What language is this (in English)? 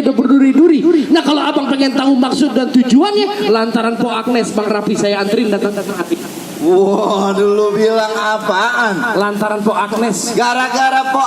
Betawi